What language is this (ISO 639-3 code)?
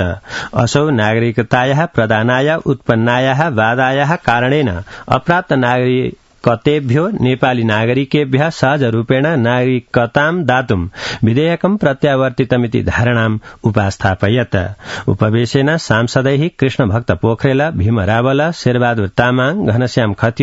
san